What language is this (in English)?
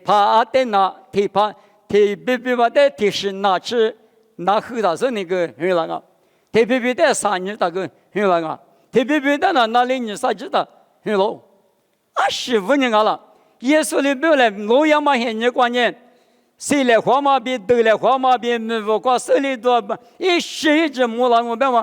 Lisu